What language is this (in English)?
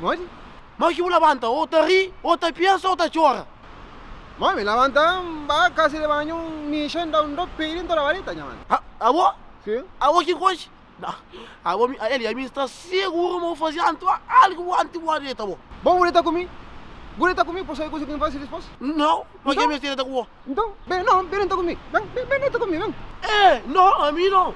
Kabuverdianu